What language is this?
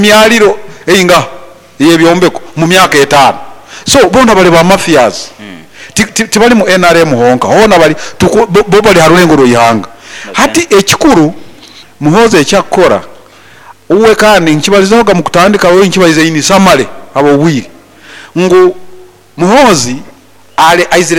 Nyoro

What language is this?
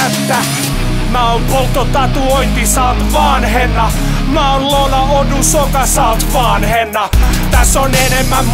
Finnish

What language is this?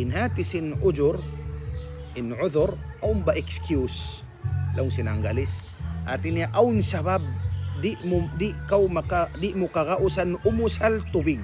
Tausug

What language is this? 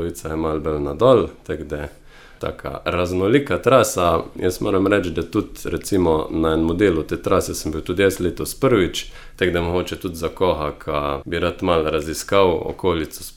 Slovenian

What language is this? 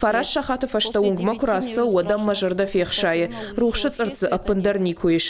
Ossetic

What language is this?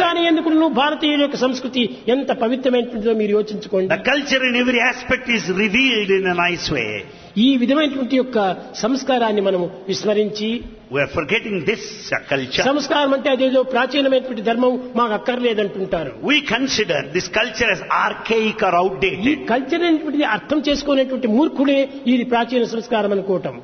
Telugu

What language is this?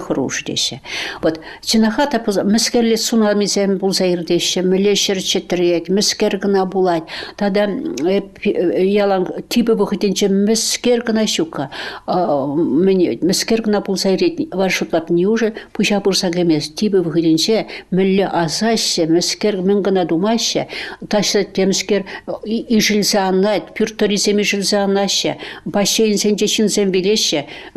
Chuvash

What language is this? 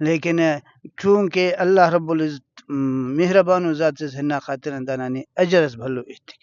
Brahui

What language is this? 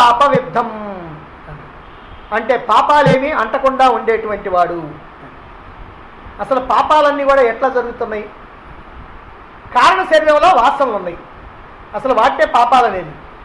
Telugu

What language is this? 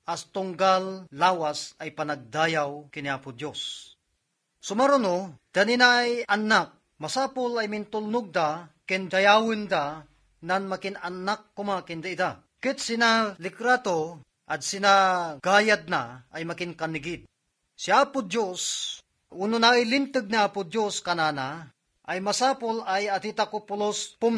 Iloko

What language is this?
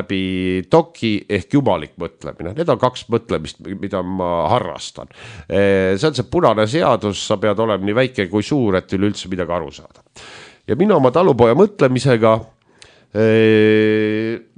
Estonian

